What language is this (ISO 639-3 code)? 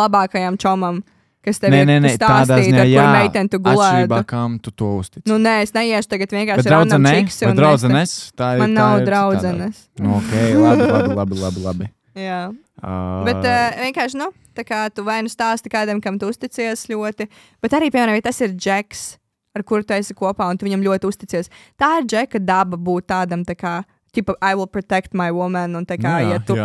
lav